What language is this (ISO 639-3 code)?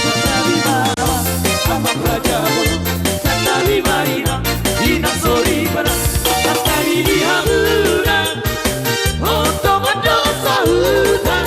bbc